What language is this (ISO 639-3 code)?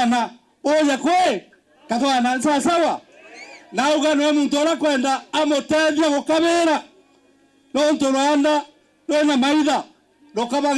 mer